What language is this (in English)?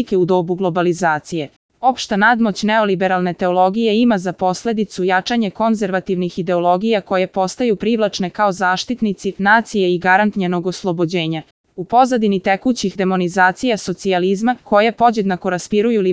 Serbian